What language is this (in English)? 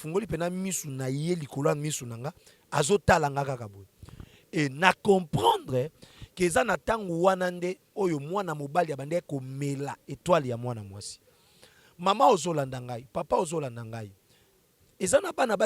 Lingala